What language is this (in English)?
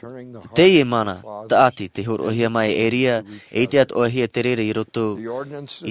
Tahitian